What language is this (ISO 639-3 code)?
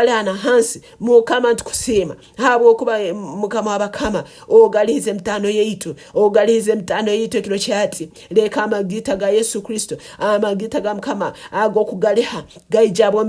nyn